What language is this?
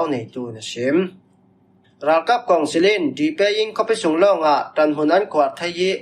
Falam Chin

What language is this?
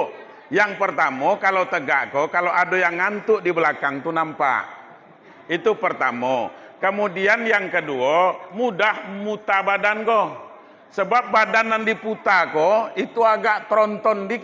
Minangkabau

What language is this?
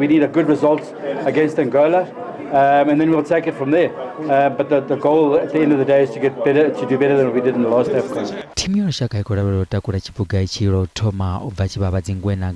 Venda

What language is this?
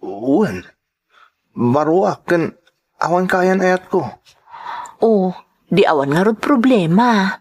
Iloko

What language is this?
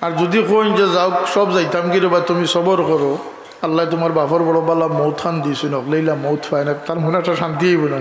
Sylheti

